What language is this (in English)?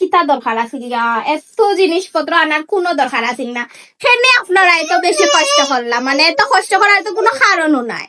Sylheti